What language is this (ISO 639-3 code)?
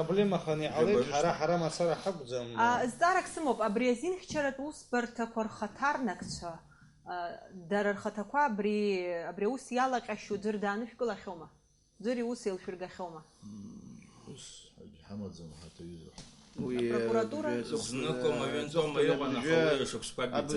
abk